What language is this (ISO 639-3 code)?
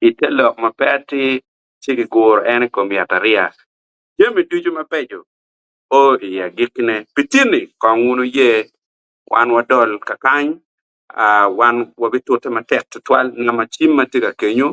ach